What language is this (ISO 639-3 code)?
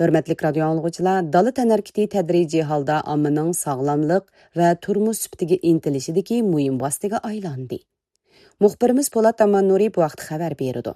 uig